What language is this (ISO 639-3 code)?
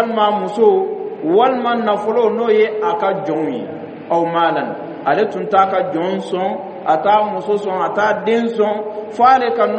dyu